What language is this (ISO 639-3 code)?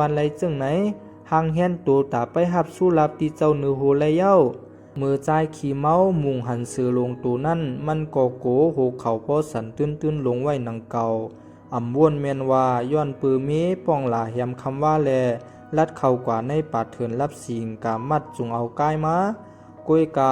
shn